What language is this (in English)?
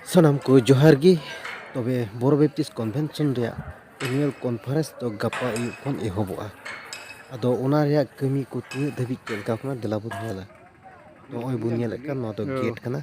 Santali